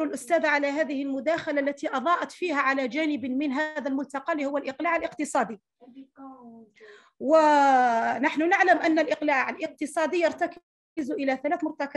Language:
Arabic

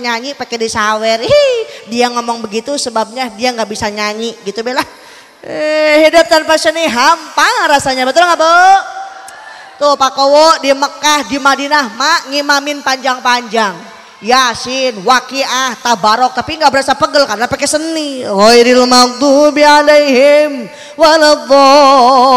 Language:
Indonesian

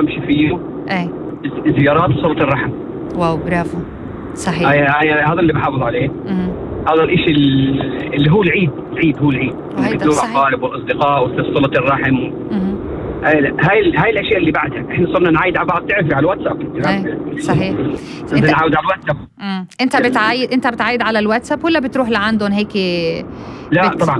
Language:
North Levantine Arabic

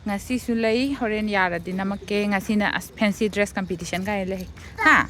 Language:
Manipuri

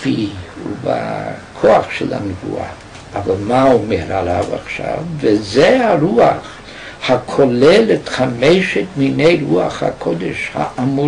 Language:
Hebrew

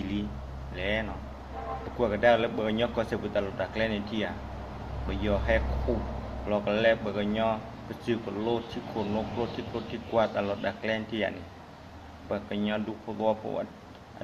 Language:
S'gaw Karen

